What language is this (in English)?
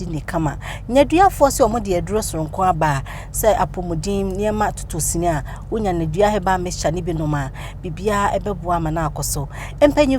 Akan